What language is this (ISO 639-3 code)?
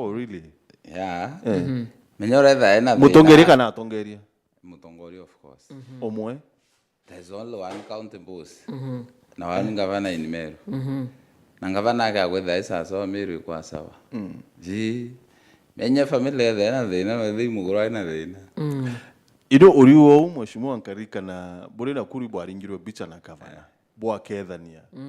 mer